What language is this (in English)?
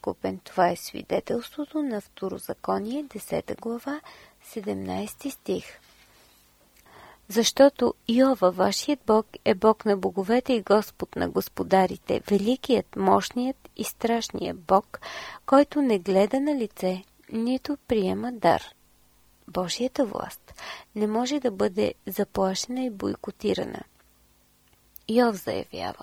Bulgarian